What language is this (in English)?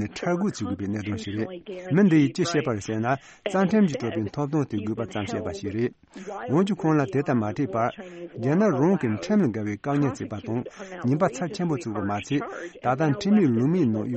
Tibetan